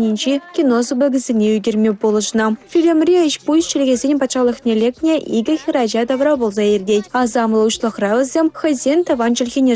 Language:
Chuvash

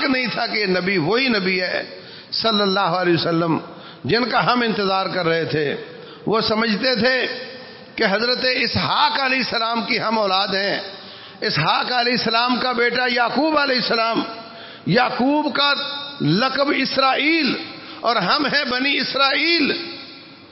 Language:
Urdu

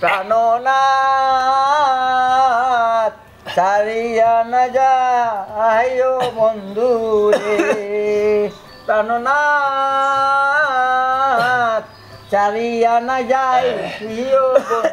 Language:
Sylheti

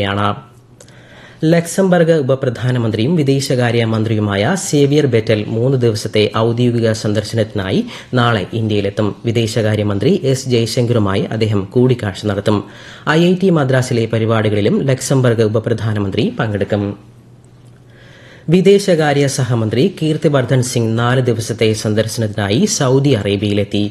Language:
Malayalam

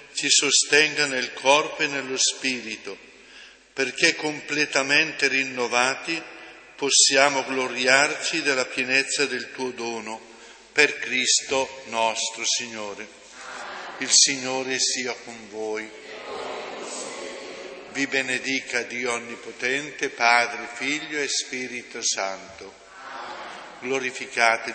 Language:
Italian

